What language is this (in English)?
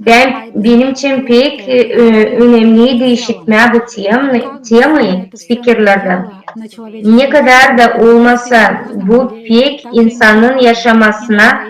Gagauz